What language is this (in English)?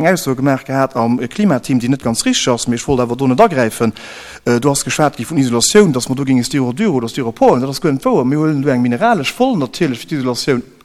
Luxembourgish